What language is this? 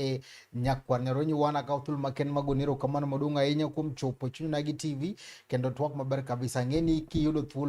Luo (Kenya and Tanzania)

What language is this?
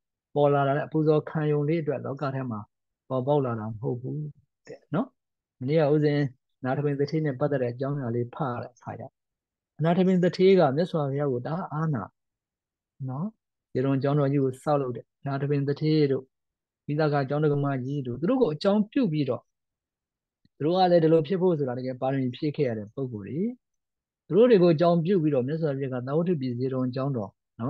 Burmese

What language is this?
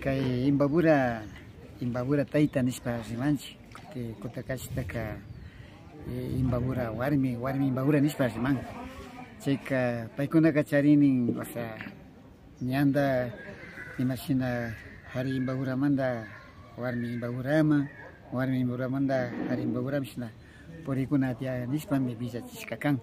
Imbabura Highland Quichua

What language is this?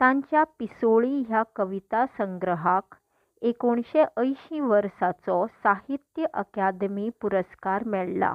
Konkani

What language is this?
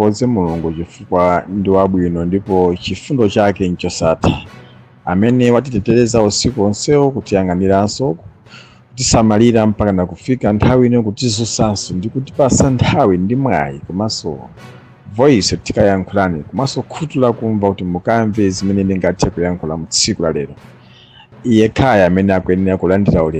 Nyanja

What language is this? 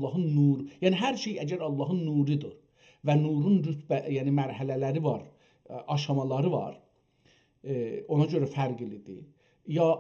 South Azerbaijani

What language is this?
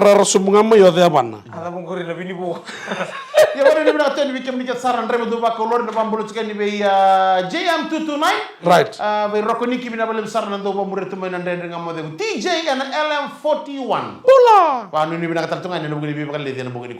Fijian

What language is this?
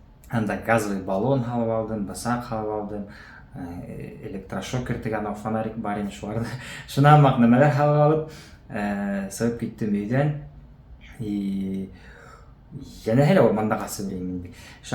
Bashkir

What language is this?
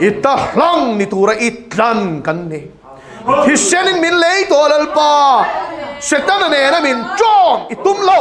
Mizo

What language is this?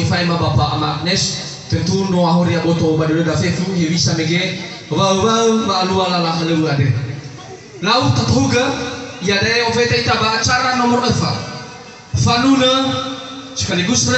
Nias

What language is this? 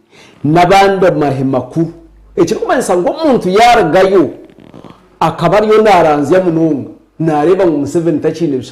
Nyankole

